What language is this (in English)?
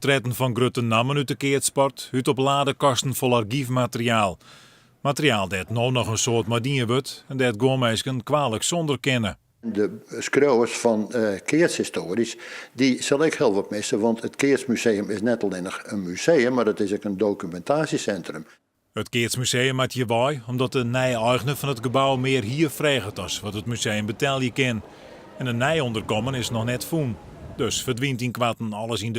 Western Frisian